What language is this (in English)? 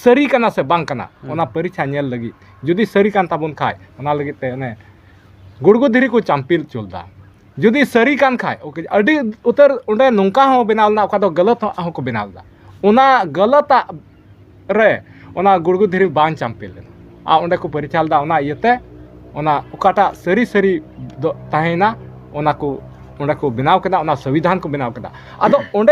Santali